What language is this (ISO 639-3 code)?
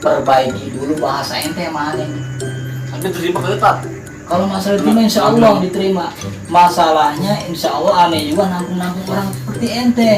bew